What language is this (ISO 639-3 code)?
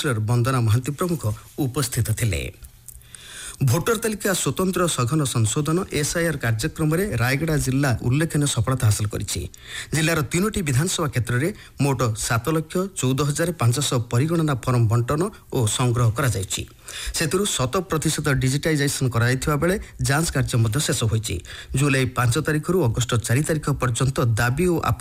ori